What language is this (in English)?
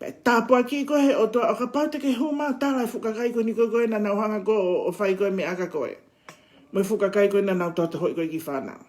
Tongan